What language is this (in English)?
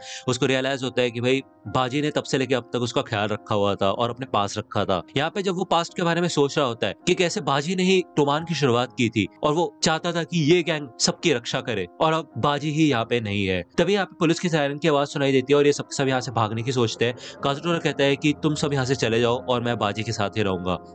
Hindi